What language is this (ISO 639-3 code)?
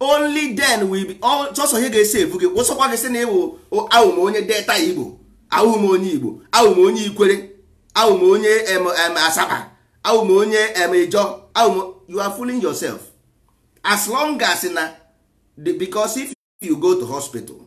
ibo